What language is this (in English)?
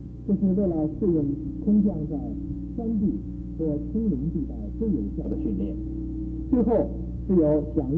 Chinese